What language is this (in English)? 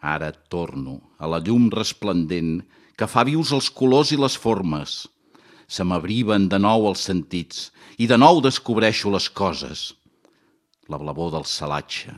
Catalan